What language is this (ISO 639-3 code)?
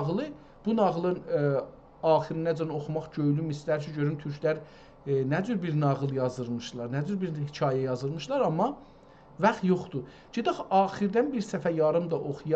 azb